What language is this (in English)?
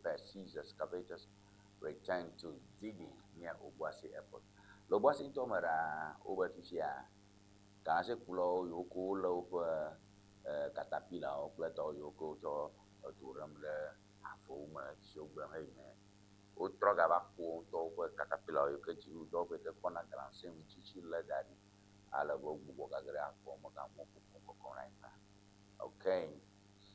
Ewe